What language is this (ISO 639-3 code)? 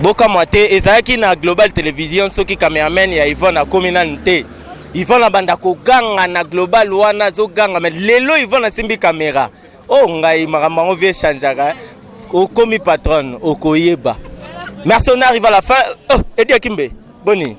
lin